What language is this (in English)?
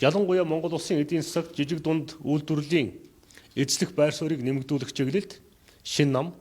Mongolian